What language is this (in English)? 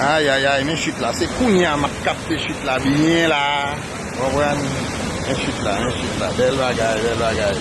Haitian Creole